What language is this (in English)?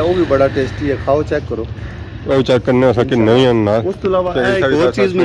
Pahari-Potwari